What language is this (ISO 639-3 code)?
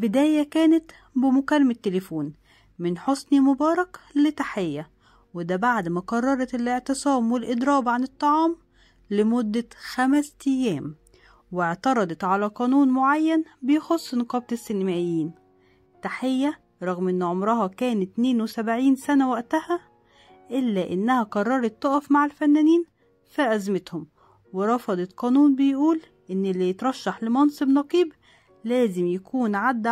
arz